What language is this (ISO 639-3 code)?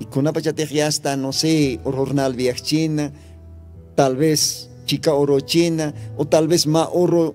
aym